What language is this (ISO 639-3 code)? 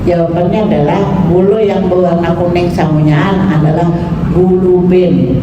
bjn